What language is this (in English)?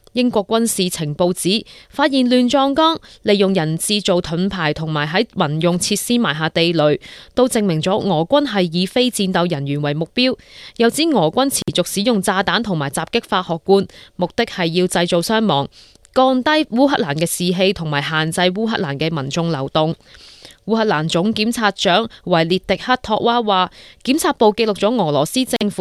Cantonese